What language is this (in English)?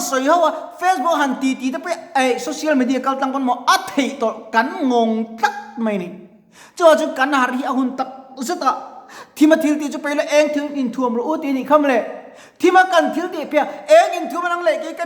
Mizo